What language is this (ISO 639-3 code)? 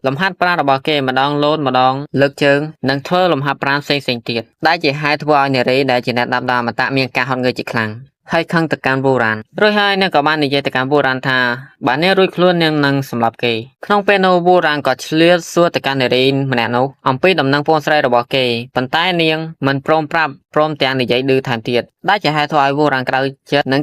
khm